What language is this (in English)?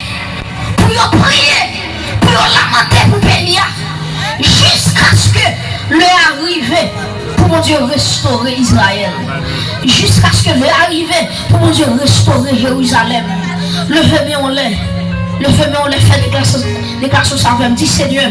Haitian Creole